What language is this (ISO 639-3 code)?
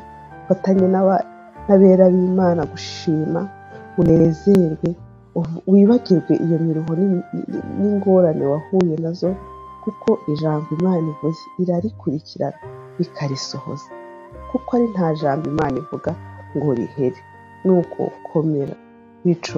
kin